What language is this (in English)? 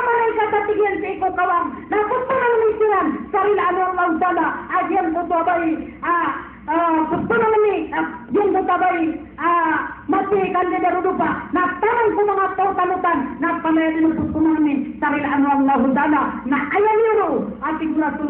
Maranao